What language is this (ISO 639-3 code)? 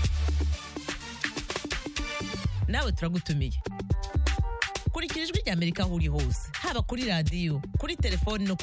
kin